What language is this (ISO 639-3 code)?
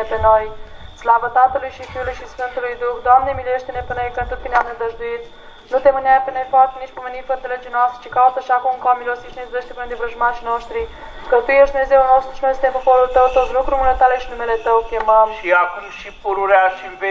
ron